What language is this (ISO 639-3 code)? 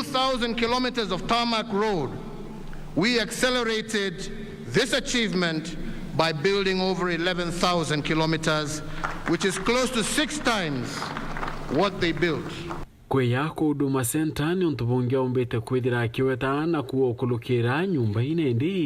mer